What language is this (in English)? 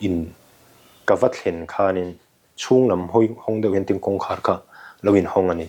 Mizo